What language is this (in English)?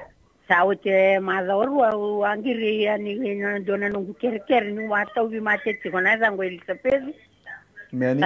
Fijian